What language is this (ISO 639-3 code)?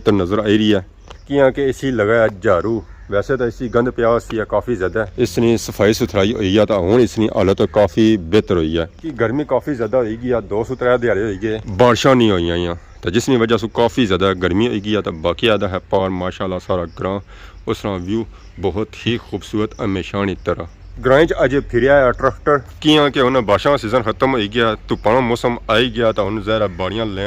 phr